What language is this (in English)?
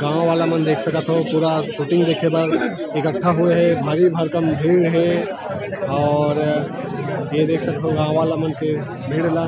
Chhattisgarhi